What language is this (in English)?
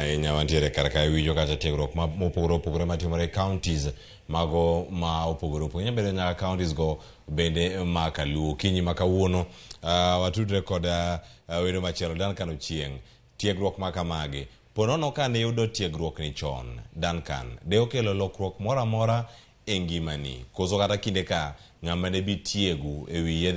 Luo (Kenya and Tanzania)